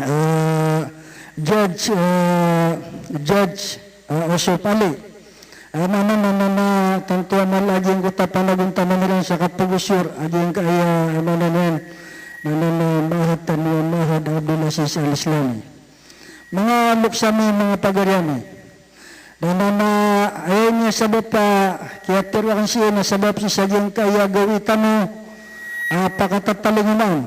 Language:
Maranao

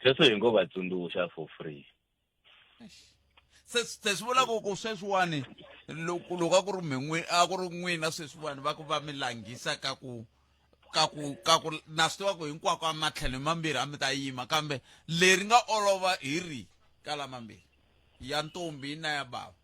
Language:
Tsonga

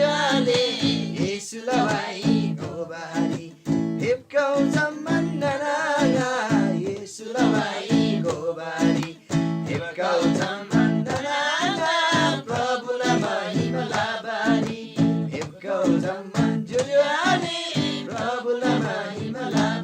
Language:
Eastern Tamang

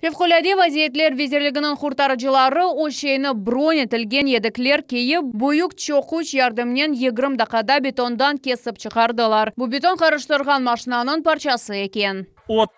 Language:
Crimean Tatar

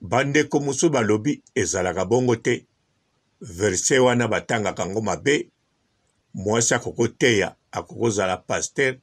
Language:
Lingala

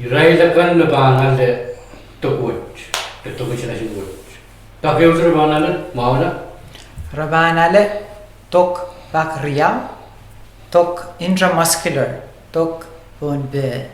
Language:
Pohnpeian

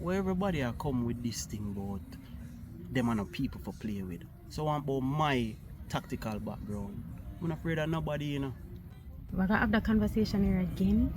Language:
Jamaican Creole English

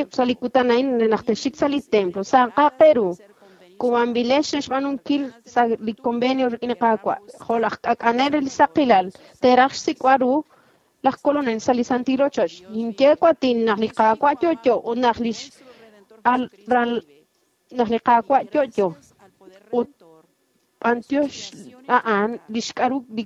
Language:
Kekchí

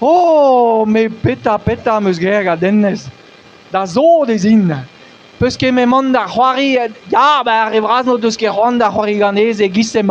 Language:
Breton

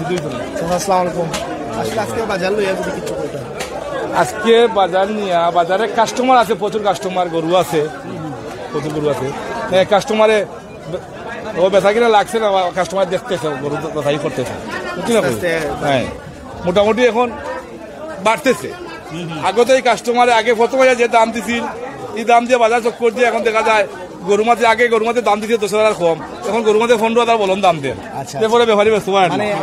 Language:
Sylheti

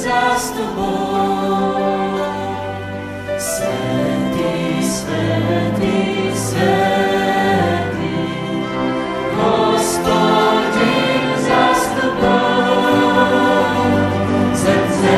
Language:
Slovak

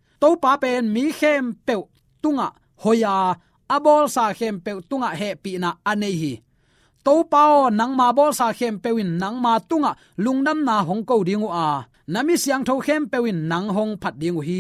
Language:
Tedim Chin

